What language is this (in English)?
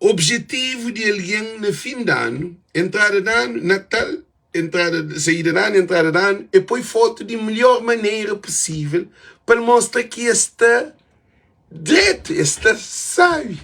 Kabuverdianu